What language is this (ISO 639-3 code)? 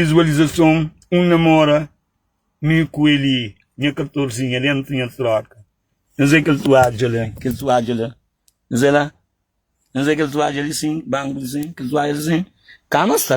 kea